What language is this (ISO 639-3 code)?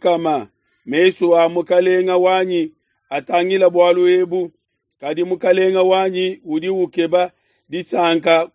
lua